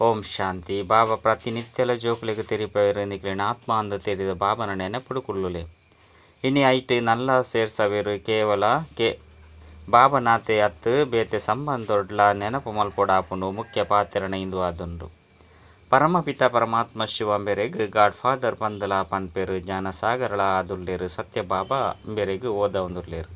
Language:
Tulu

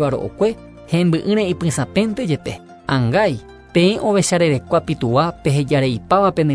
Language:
Guarani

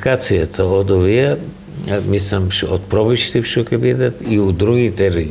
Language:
Macedonian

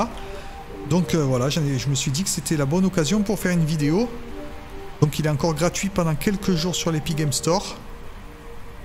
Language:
French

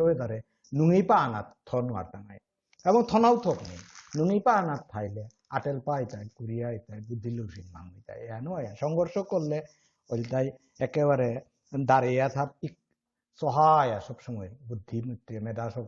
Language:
Bishnupriya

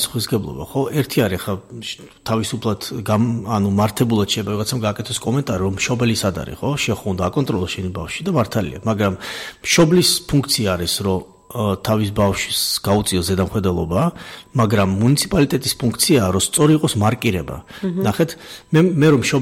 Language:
Georgian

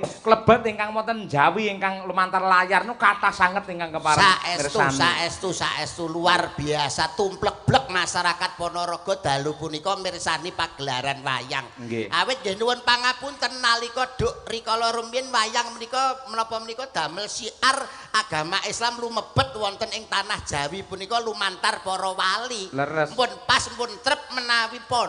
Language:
Javanese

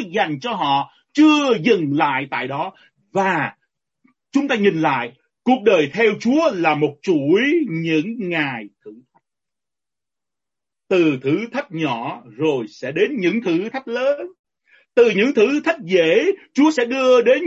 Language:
Vietnamese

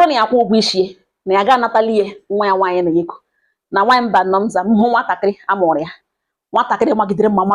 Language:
Igbo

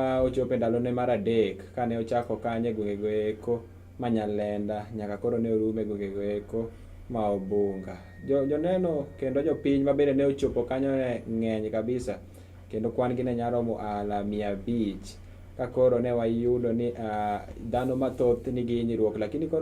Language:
Luo (Kenya and Tanzania)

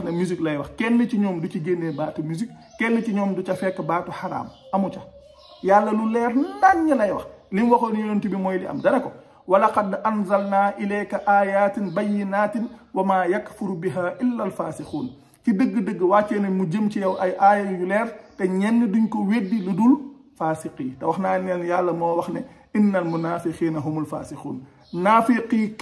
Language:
Wolof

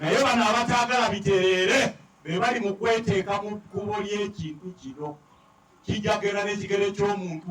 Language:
Ganda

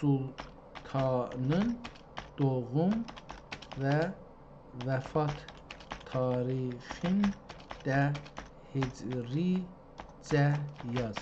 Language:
South Azerbaijani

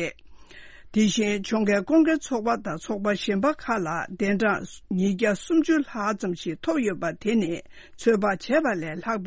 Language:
Tibetan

